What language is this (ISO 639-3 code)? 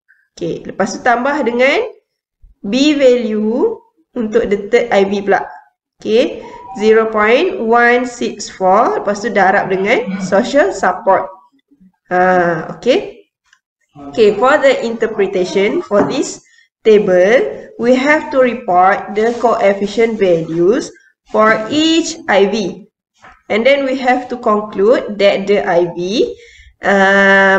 msa